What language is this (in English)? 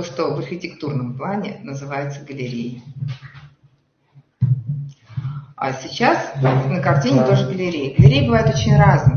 Russian